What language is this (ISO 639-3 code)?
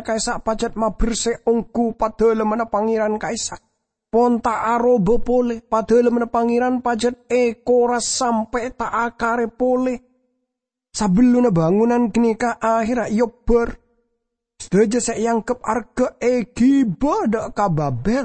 mad